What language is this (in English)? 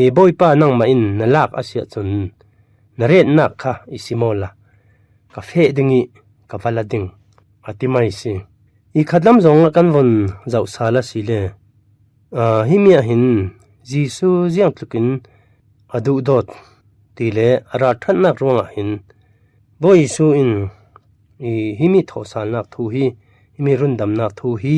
Falam Chin